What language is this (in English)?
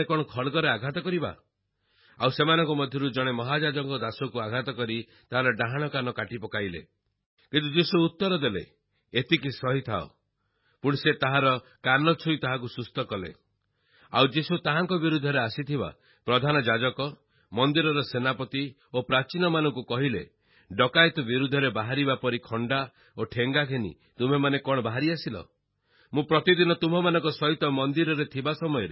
Odia